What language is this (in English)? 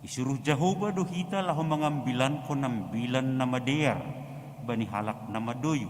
Batak Simalungun